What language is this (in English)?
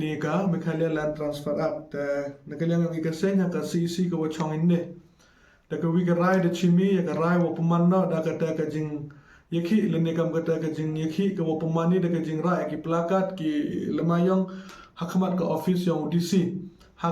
Khasi